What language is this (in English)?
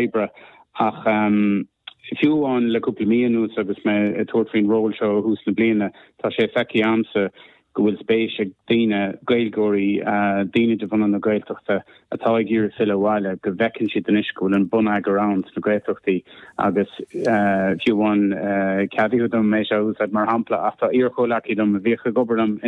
Irish